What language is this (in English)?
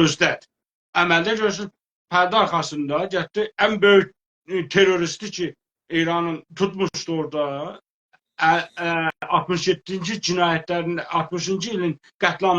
South Azerbaijani